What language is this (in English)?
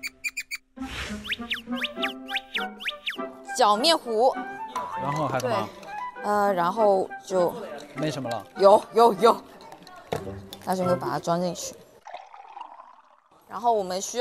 Chinese